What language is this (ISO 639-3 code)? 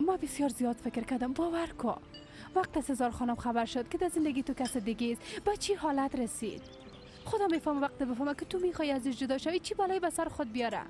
fas